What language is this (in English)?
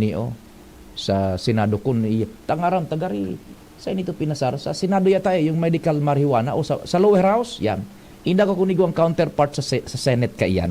Bikol